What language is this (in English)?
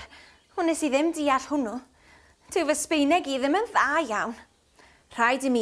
Welsh